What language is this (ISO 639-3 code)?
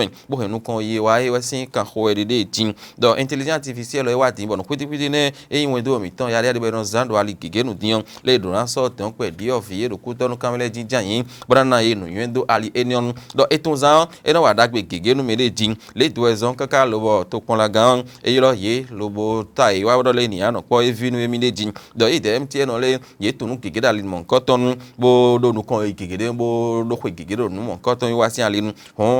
fon